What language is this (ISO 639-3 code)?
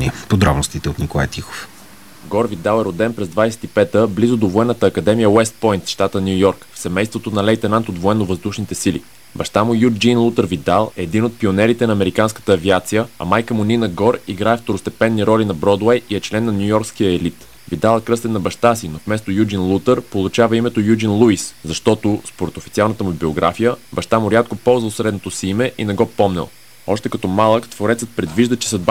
bul